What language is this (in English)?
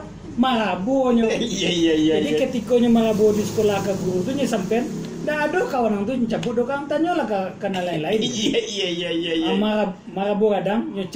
Minangkabau